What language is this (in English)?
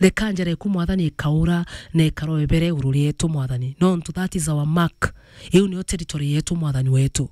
Meru